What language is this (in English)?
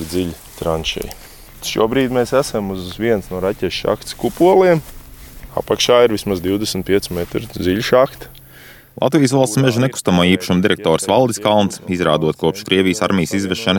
Latvian